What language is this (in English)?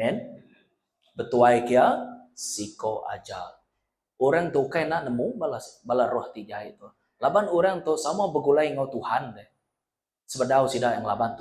Iban